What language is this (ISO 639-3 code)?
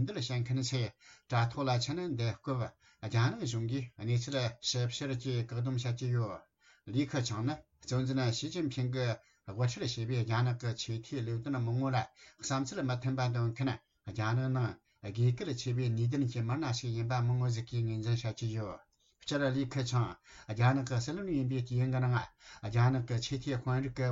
bod